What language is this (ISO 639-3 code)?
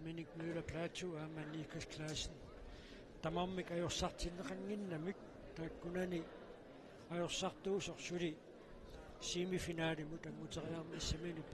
kal